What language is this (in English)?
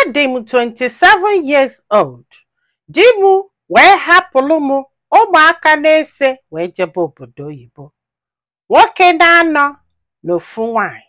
Igbo